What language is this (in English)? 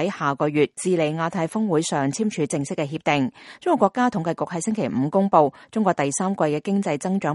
Cantonese